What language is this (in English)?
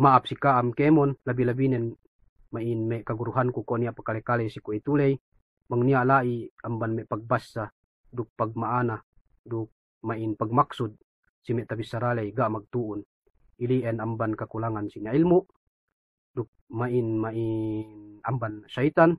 Yakan